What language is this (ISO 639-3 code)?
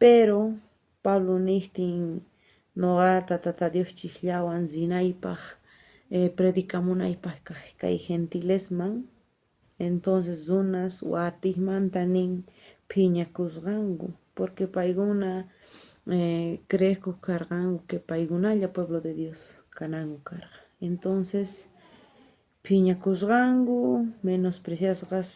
quh